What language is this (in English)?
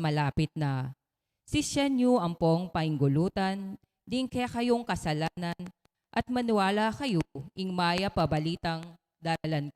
Pampanga